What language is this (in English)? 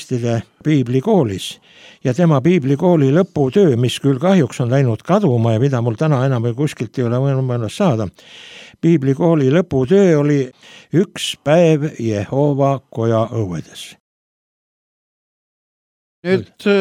Estonian